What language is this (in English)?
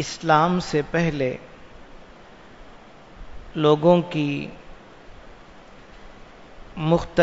Urdu